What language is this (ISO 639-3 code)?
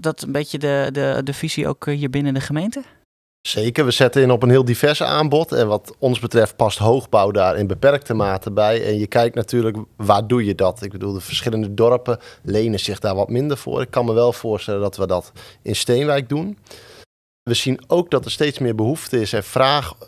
nld